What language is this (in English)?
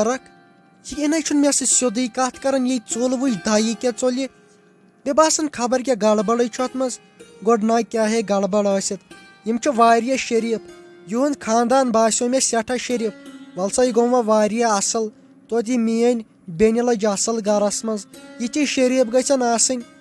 Kashmiri